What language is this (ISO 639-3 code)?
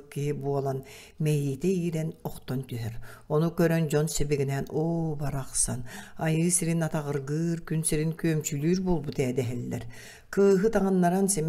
sah